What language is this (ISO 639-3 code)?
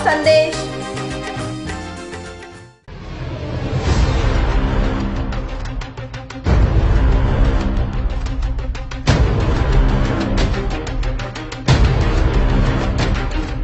guj